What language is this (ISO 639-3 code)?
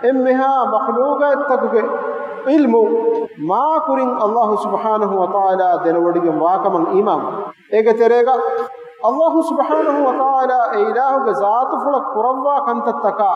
div